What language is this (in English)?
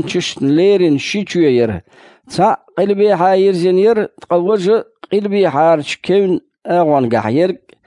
Chechen